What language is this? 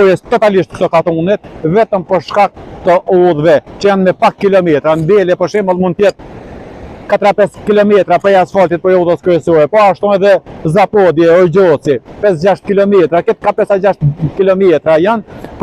Albanian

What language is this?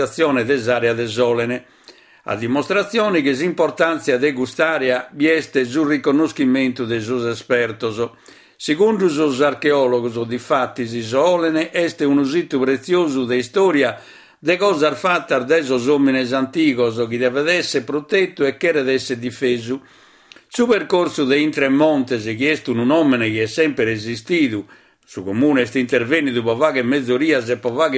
Sardinian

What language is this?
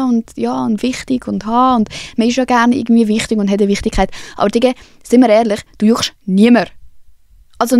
Swiss German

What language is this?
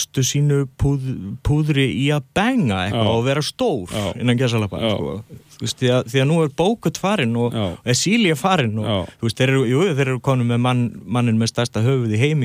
Icelandic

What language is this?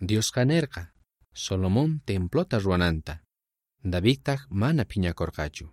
South Bolivian Quechua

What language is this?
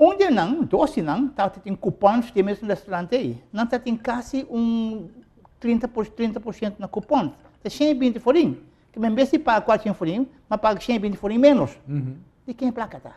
Papiamento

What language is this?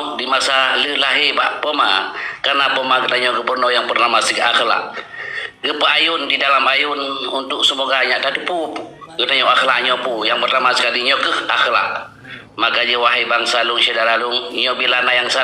Achinese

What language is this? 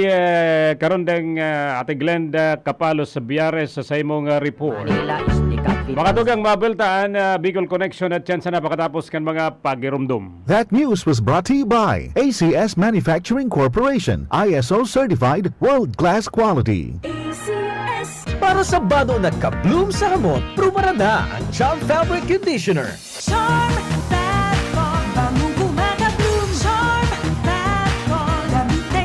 Bikol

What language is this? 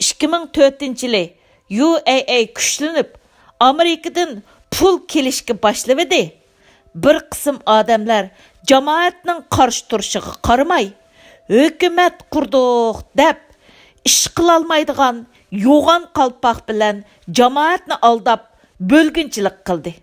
Uyghur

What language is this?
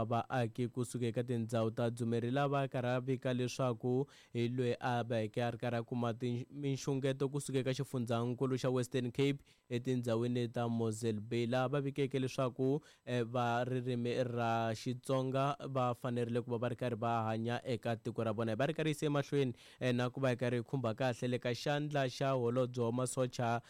Tsonga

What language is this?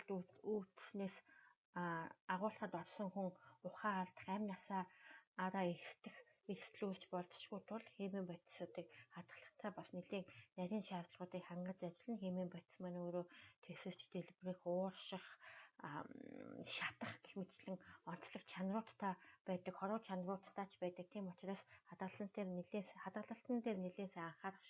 Mongolian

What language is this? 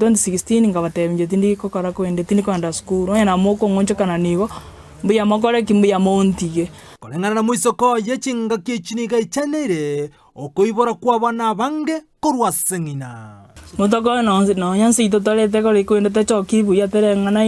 Gusii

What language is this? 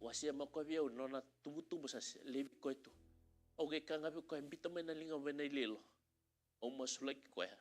Fijian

